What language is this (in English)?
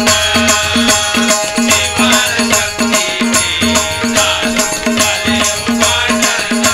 Marathi